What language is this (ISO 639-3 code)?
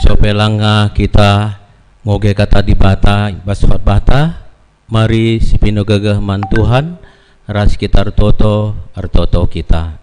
btx